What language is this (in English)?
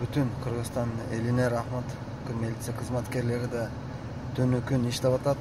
Kyrgyz